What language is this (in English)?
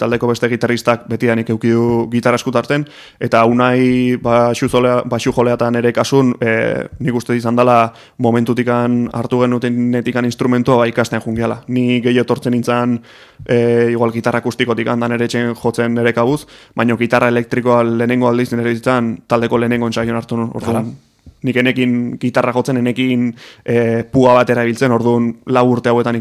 Basque